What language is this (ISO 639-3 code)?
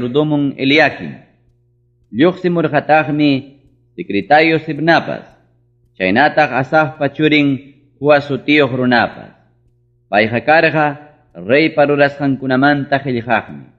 quy